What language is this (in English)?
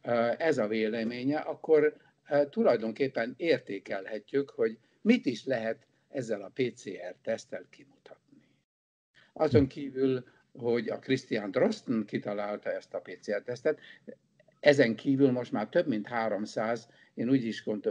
Hungarian